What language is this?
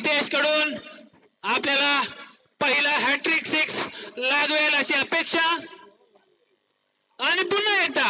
Marathi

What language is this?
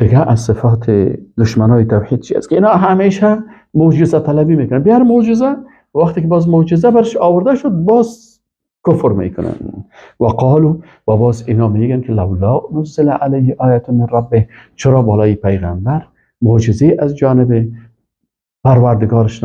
Persian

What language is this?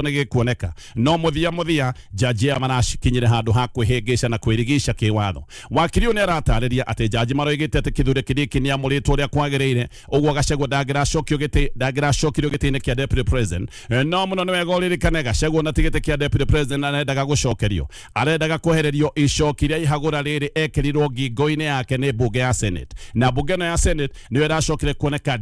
Kikuyu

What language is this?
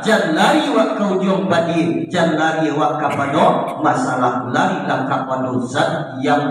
Minangkabau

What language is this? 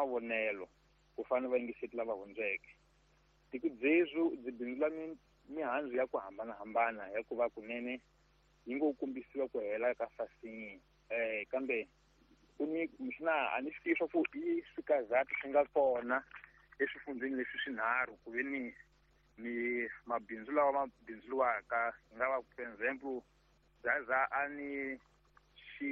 Tsonga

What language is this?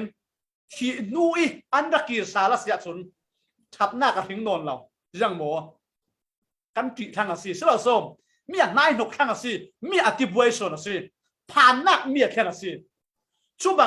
Falam Chin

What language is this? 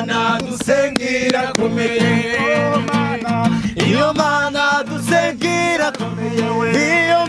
Kinyarwanda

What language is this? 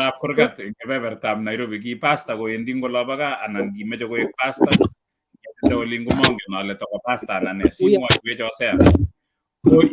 Kalenjin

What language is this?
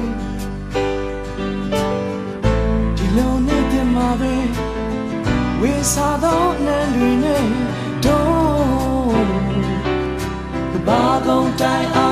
Burmese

